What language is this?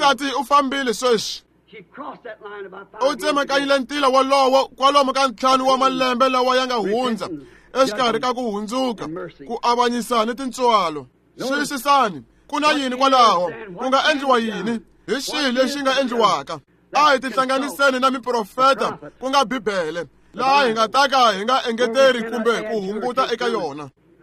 Tsonga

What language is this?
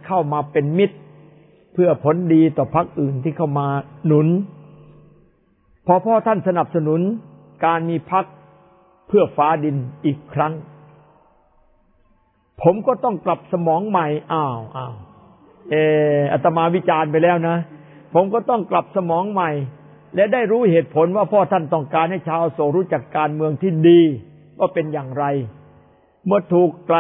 Thai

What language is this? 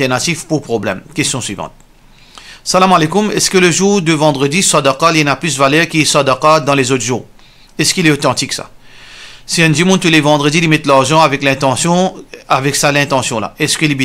Morisyen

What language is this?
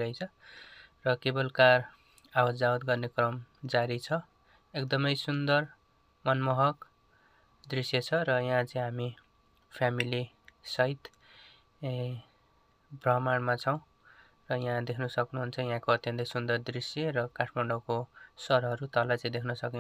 Nepali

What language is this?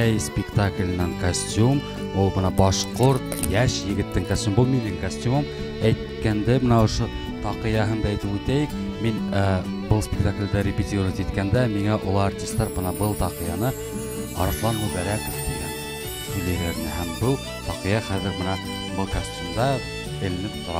Bashkir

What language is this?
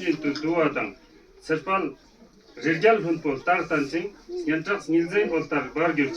Ladakhi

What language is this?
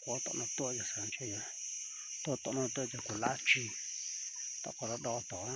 Hmong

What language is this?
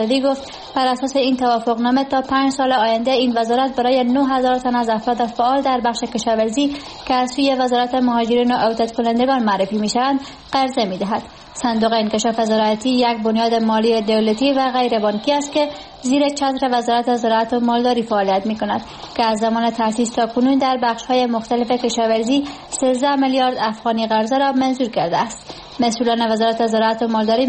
Persian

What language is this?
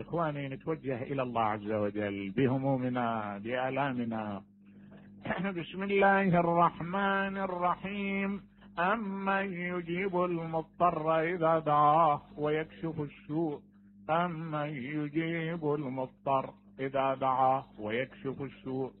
Mesopotamian Arabic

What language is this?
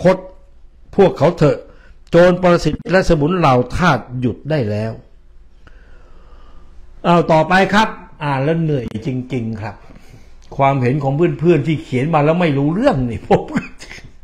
Thai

